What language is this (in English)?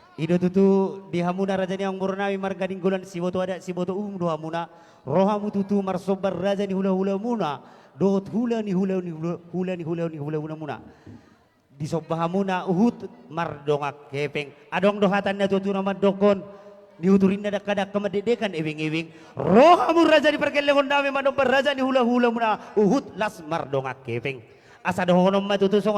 Batak Toba